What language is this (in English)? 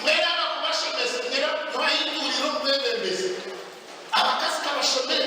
Nyankole